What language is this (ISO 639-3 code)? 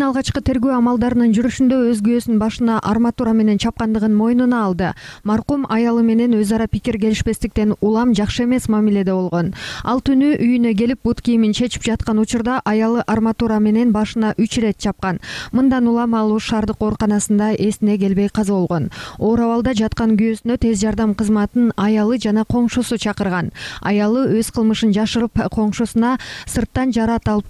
kir